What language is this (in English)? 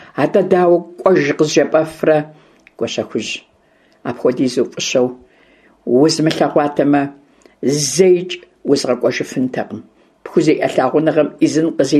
Kabardian